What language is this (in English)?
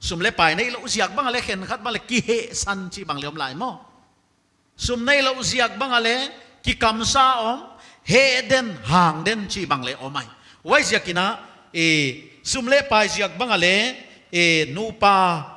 Paite Chin